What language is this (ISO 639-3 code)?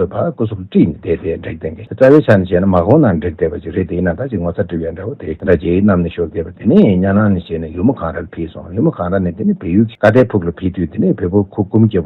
bod